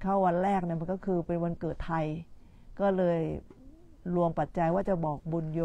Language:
Thai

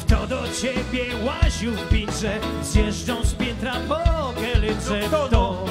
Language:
Silesian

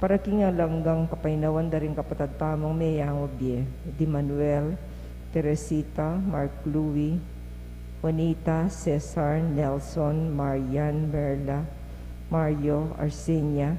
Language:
Pampanga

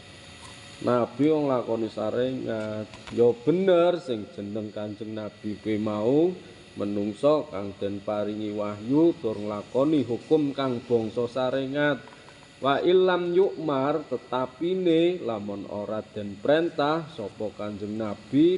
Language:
Javanese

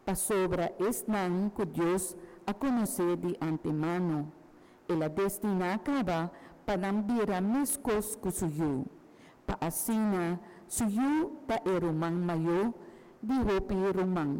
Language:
Papiamento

